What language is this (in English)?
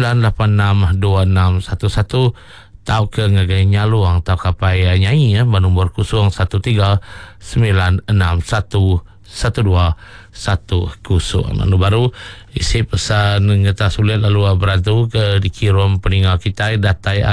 Iban